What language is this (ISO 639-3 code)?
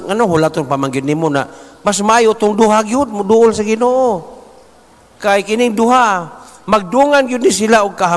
ceb